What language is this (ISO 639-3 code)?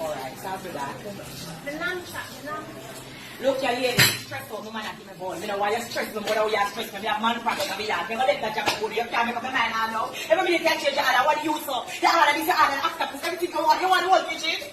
jam